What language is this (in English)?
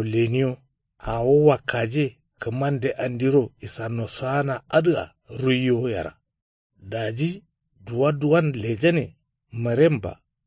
Kanuri